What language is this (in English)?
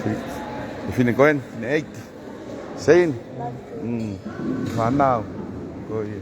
Tongan